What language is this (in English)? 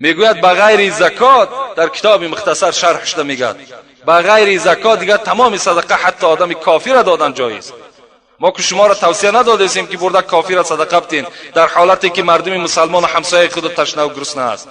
Tajik